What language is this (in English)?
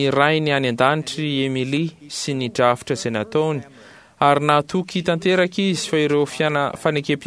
Malagasy